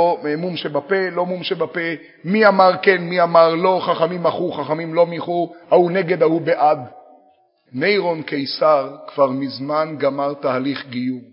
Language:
Hebrew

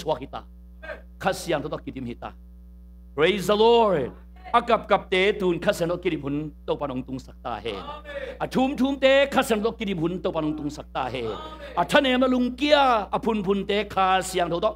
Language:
Tedim Chin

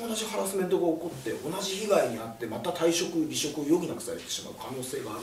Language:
Japanese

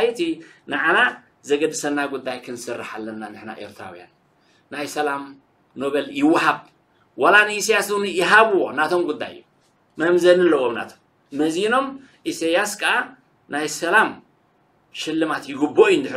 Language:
Tigrinya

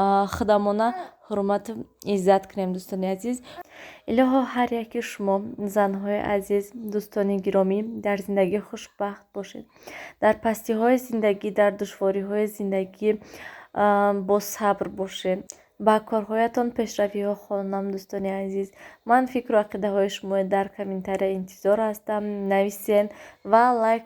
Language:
Tajik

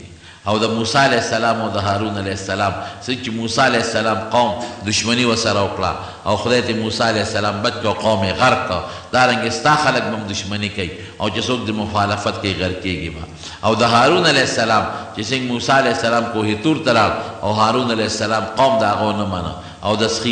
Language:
Pashto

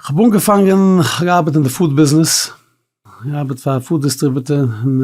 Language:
Yiddish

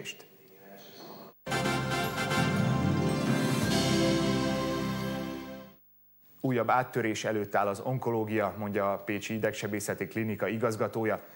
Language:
Hungarian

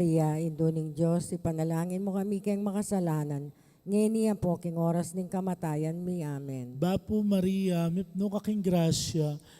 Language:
Pampanga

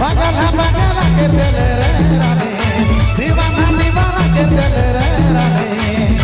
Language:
Sadri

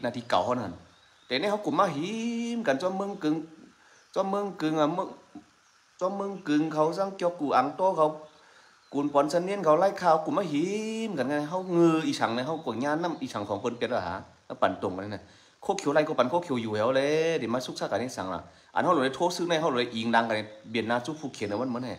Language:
Shan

